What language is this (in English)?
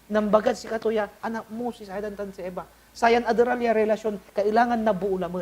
Pangasinan